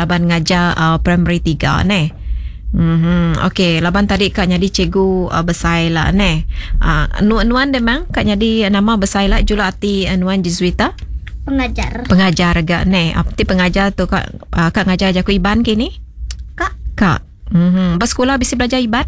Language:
Iban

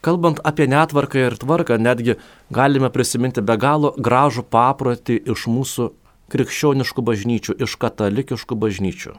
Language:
Lithuanian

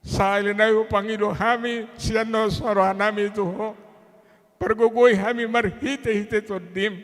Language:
Batak Toba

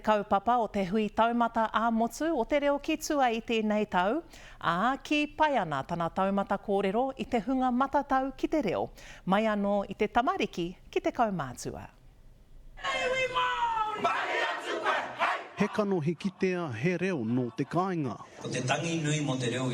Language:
Māori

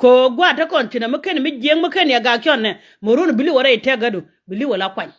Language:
Nuer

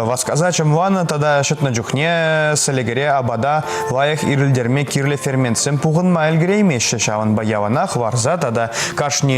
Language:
Chuvash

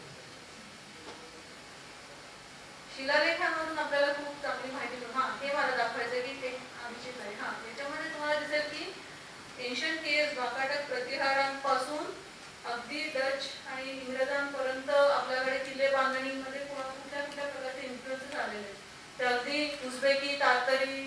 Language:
Marathi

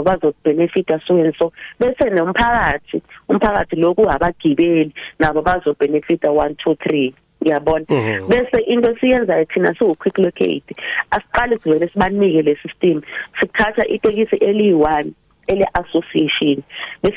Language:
South Ndebele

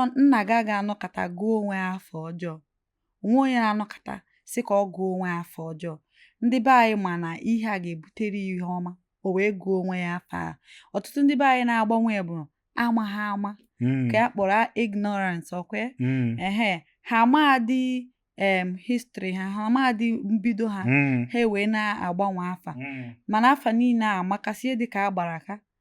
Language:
Igbo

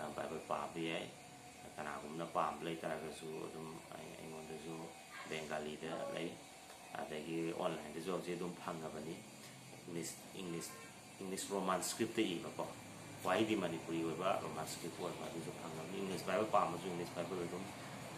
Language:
Manipuri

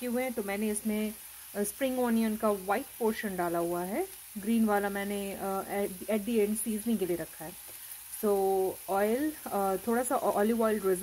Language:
Hindi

